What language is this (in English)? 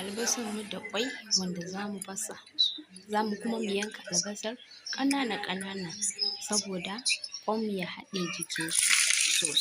Hausa